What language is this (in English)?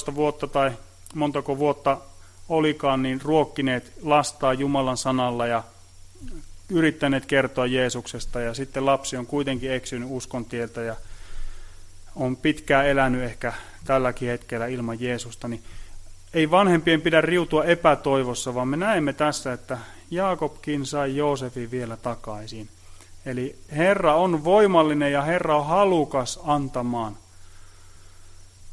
Finnish